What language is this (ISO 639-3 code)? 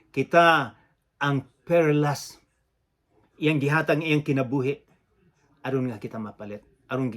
ceb